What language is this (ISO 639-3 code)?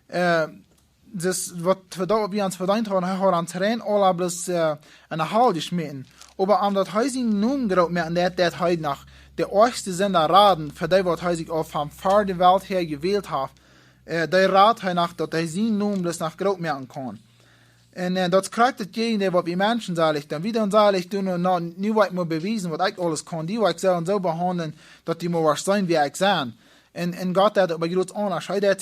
pdt